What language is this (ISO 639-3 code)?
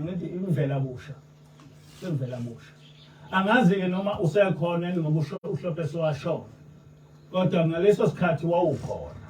zul